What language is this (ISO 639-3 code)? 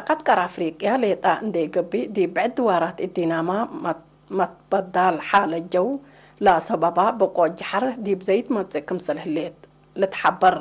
tig